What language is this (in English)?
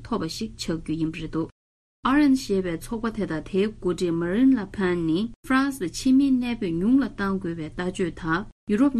Tibetan